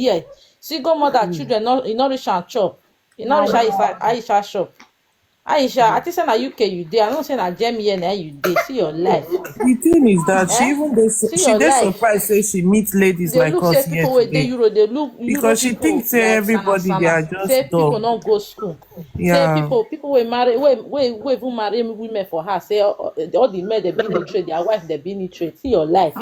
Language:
Nigerian Pidgin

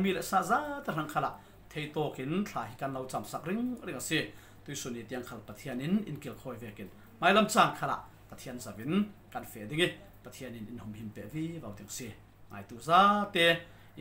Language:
Falam Chin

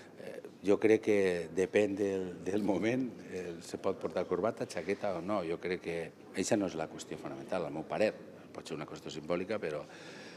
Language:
Catalan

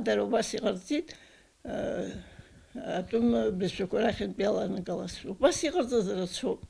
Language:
Abkhazian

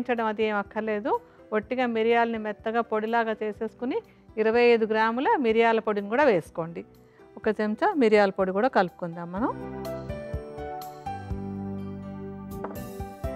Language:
Telugu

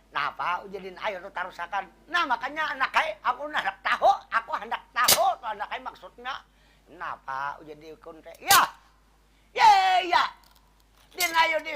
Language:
Banjar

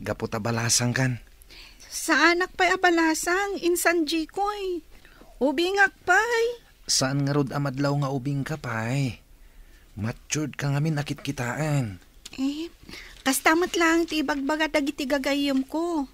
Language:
Iloko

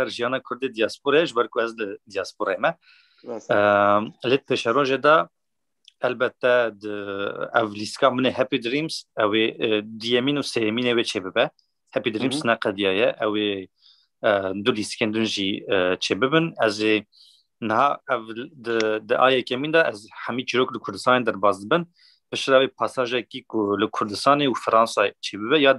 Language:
Kurdish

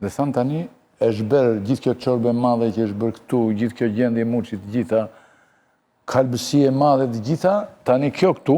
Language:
Albanian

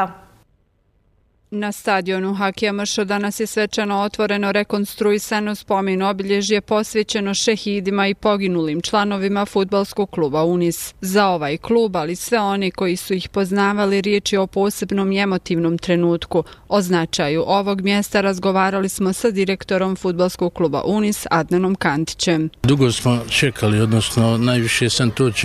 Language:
Bosnian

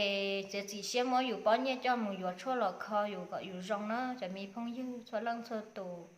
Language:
Hmong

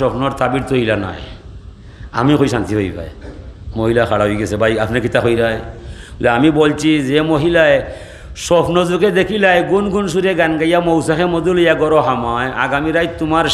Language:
Sylheti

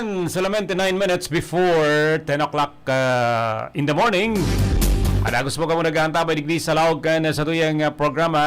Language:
Bikol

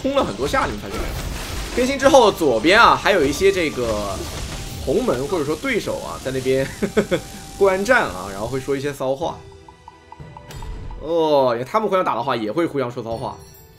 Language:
Chinese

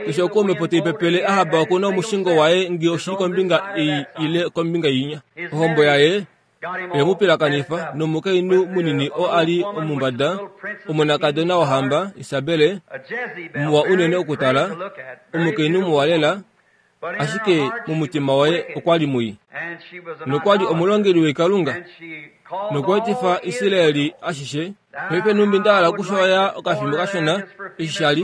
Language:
Kuanyama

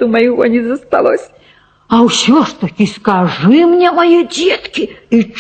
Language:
Belarusian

